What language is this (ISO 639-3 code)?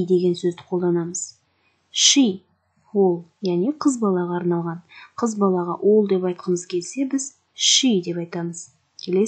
kaz